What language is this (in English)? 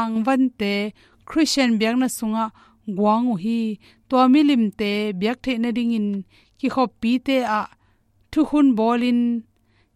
Tedim Chin